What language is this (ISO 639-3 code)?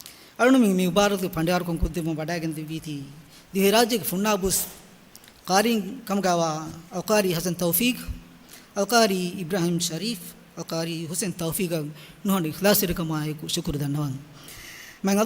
div